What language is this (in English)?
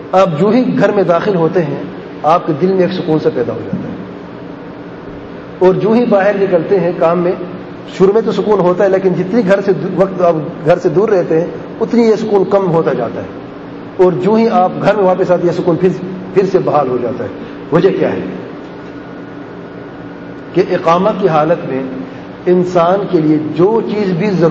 Urdu